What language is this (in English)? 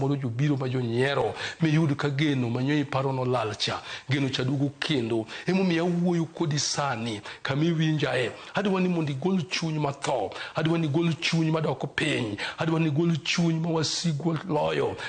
Luo (Kenya and Tanzania)